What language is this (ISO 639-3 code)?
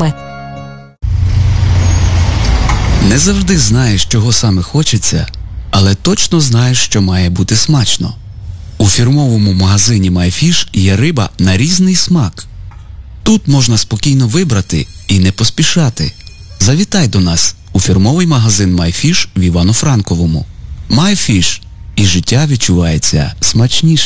ukr